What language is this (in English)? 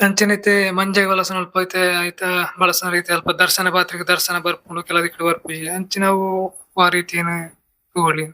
Tulu